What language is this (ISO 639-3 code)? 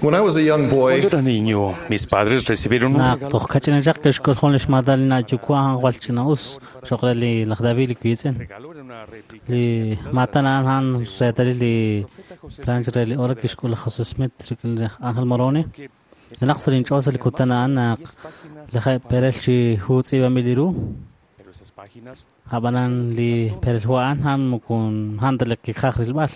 kek